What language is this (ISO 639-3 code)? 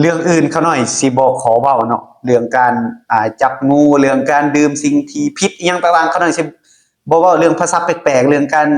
lao